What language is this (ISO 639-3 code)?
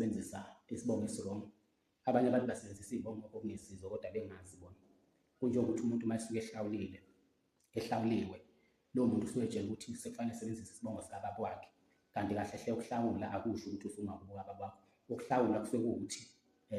zul